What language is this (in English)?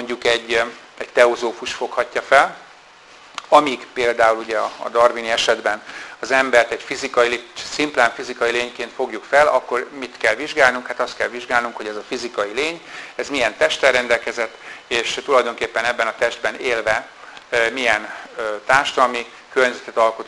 Hungarian